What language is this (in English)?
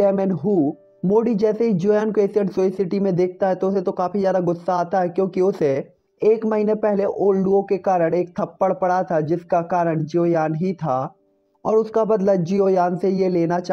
Hindi